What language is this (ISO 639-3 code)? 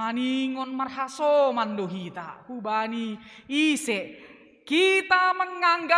bts